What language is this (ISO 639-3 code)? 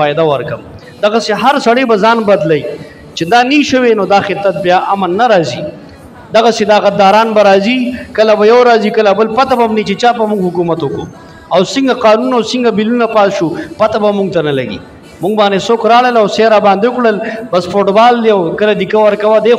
pus